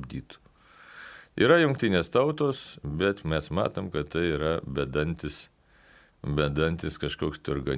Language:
Lithuanian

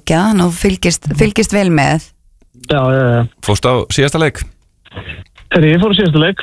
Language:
Icelandic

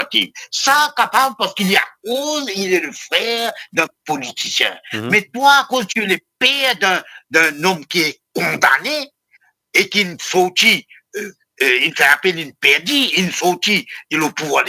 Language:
Morisyen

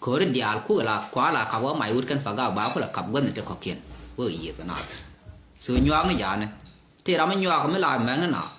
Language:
Nuer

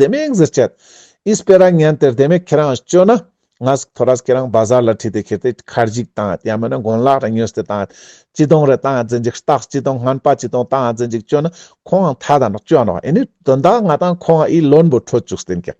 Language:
Ladakhi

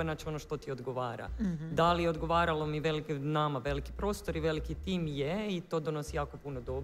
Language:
Croatian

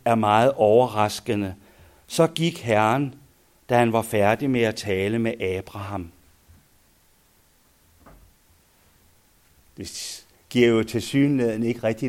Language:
Danish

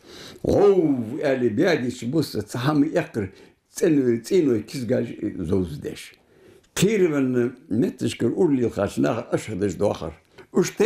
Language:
Ingush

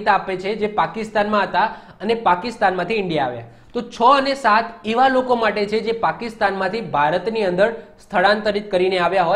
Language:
Gujarati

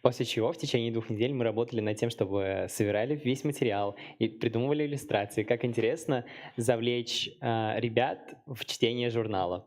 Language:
Tatar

